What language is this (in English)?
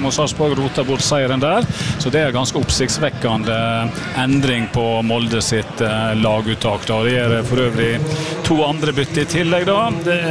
Norwegian